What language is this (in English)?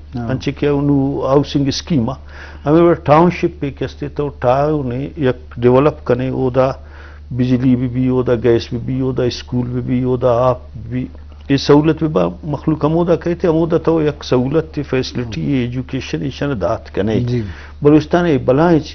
Eastern Balochi